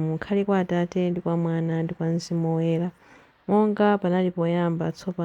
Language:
Nyanja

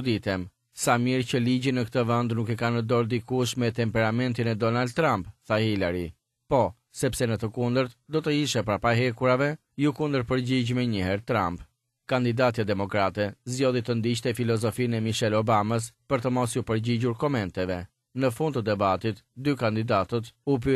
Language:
Albanian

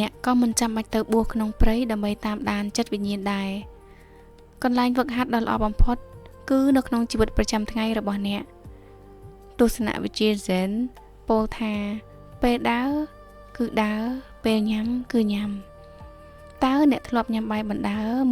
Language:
Khmer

